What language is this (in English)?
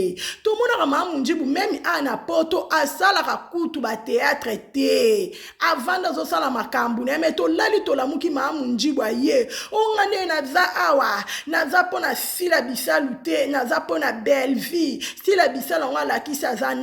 Lingala